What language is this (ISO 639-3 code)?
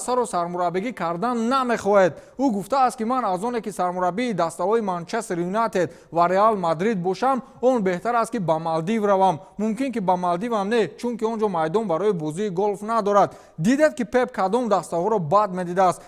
tgk